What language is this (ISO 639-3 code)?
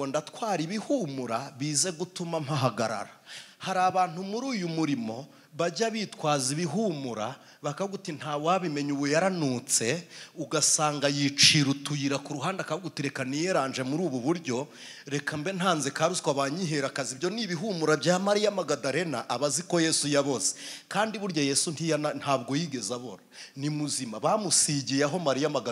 kin